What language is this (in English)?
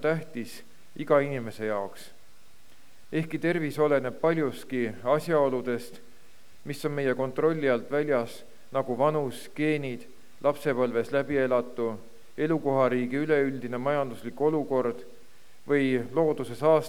Estonian